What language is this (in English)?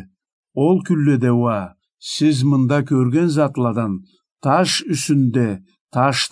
Karachay-Balkar